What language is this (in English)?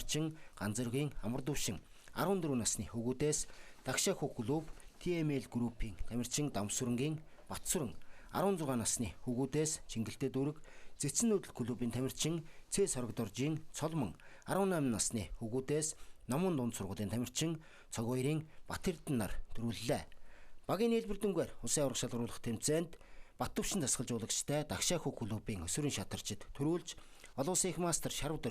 Mongolian